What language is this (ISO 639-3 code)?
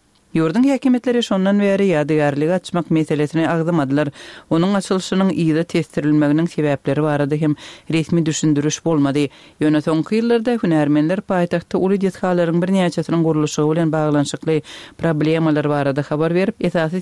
tuk